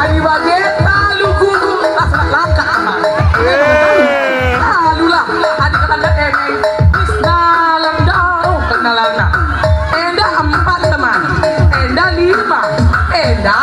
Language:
Batak Karo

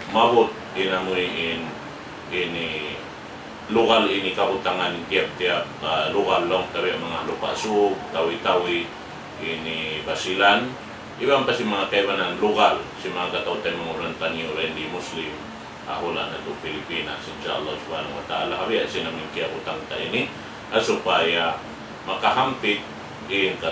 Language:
Tausug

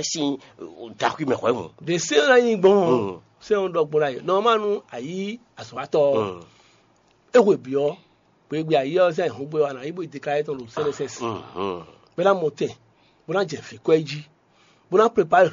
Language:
Fon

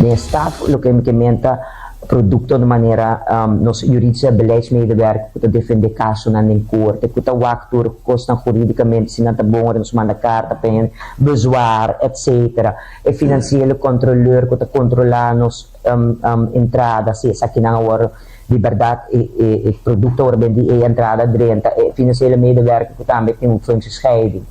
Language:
Papiamento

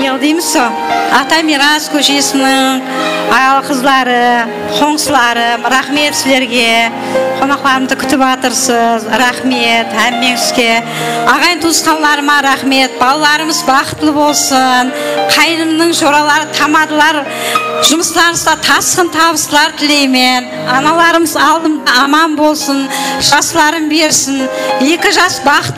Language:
Kara-Kalpak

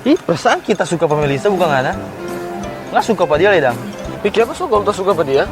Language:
Manado Malay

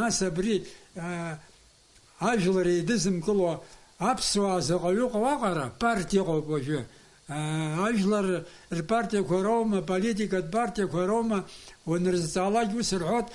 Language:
Abkhazian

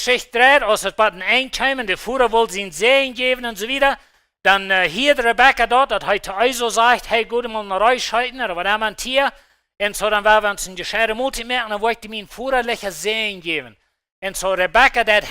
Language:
Plautdietsch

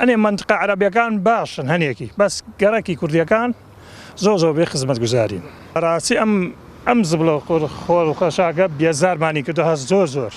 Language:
Central Kurdish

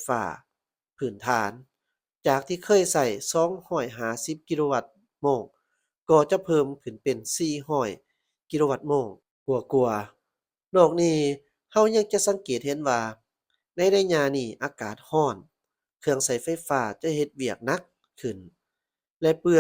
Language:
Lao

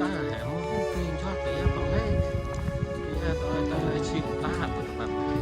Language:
Central Mnong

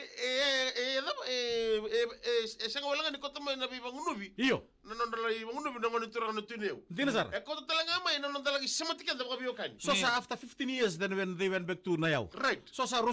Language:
Fijian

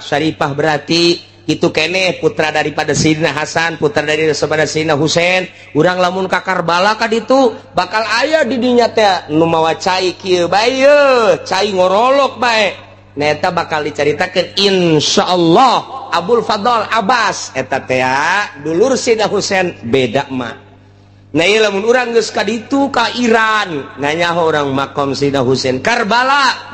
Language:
Sundanese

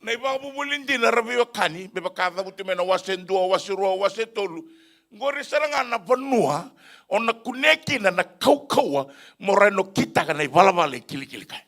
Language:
Fijian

